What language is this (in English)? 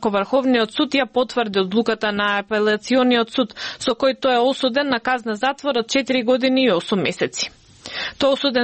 Macedonian